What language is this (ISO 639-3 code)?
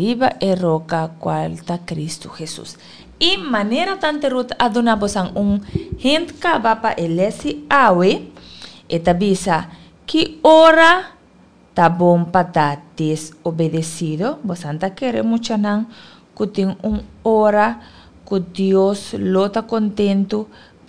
pap